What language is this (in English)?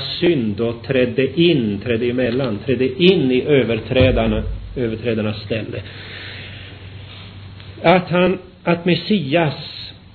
Swedish